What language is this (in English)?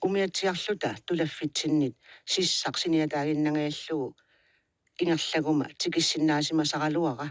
Kalaallisut